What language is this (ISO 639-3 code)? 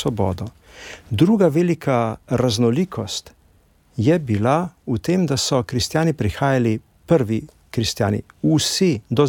slv